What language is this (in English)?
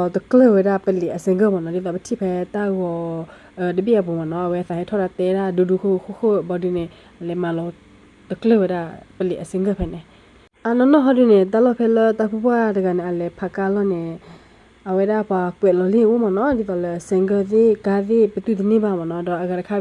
S'gaw Karen